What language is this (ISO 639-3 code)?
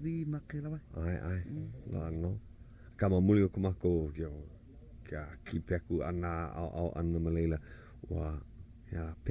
haw